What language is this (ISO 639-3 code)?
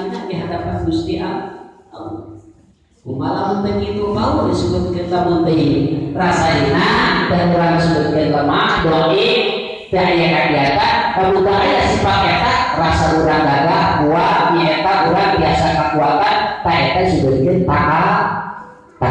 sun